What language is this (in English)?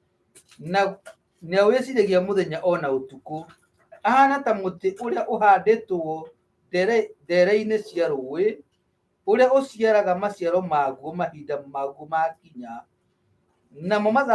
Kikuyu